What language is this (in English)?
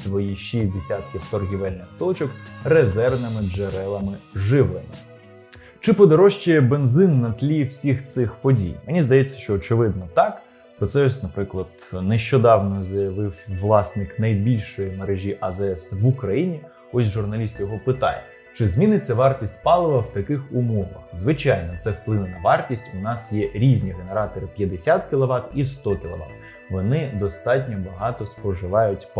Ukrainian